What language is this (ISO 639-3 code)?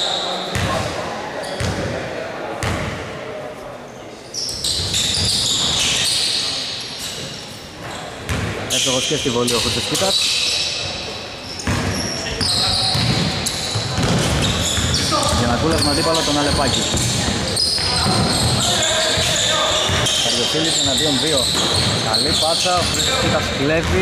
ell